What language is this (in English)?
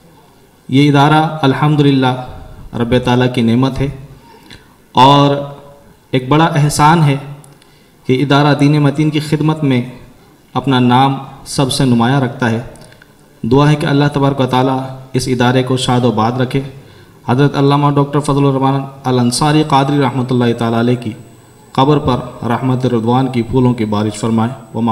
Urdu